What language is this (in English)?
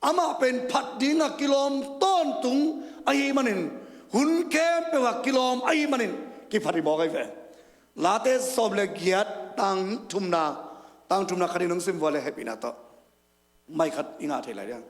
Tedim Chin